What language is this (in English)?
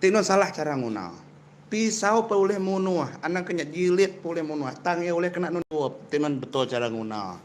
Iban